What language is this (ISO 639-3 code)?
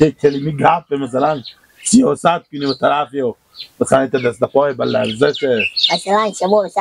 fas